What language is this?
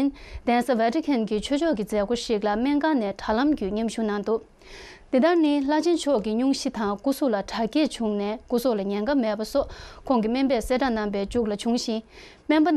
Tibetan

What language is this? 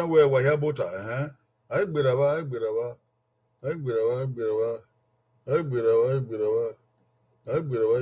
Bini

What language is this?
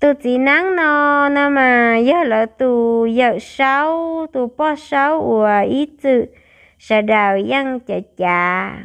Hmong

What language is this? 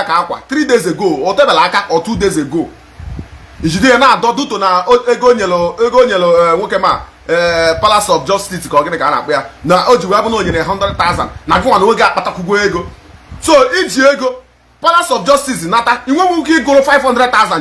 Igbo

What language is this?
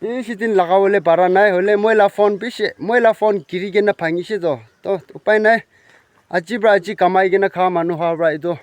Naga Pidgin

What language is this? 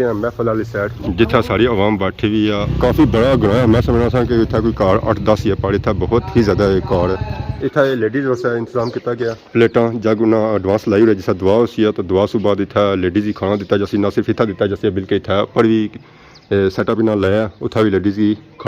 Pahari-Potwari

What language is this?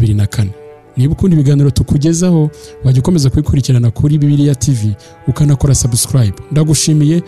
Kinyarwanda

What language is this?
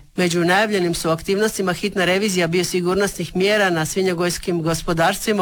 Croatian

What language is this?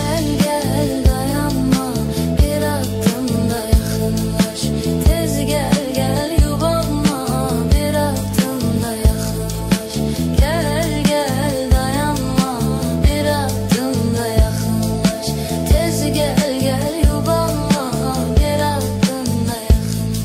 Turkish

